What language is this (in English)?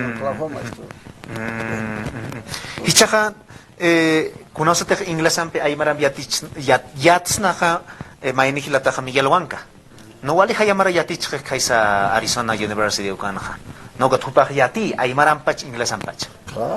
Aymara